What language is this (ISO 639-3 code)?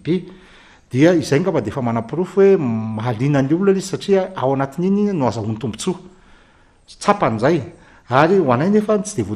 mlg